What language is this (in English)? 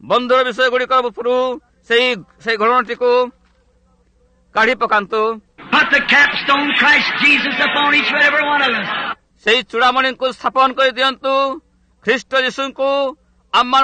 Odia